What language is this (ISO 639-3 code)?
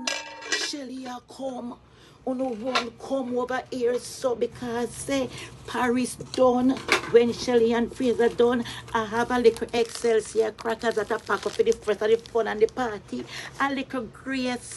jam